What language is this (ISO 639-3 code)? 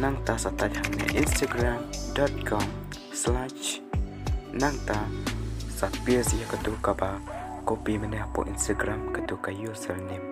kha